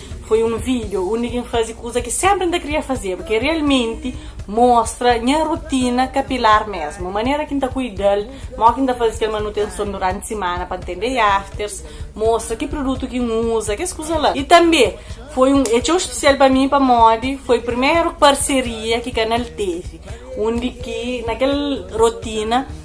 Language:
Kabuverdianu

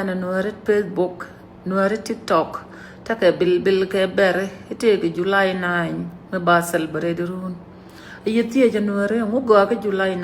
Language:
Nuer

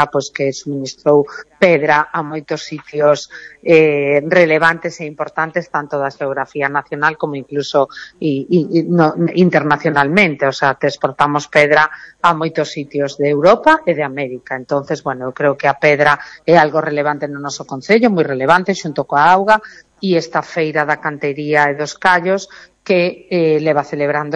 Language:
Galician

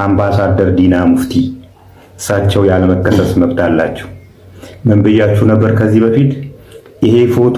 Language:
Amharic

